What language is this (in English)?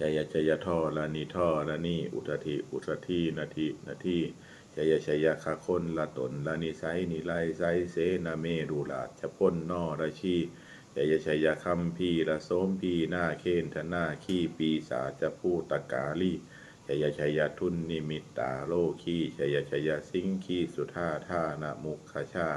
Pali